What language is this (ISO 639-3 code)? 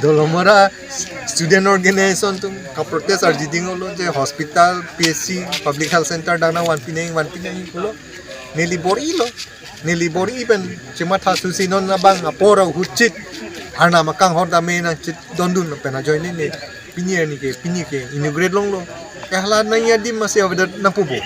mjw